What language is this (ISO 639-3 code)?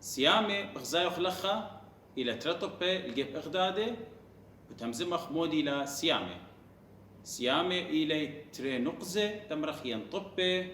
aii